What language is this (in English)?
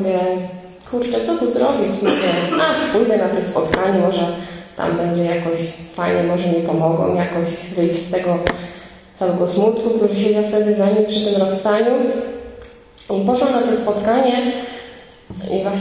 Polish